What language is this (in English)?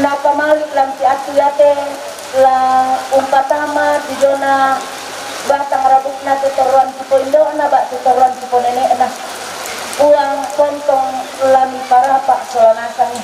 Toraja-Sa'dan